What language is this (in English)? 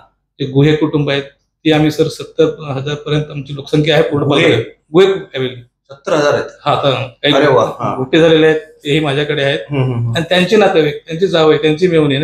Marathi